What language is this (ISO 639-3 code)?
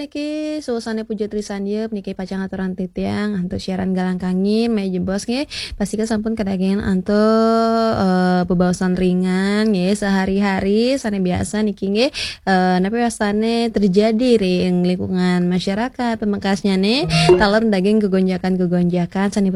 ban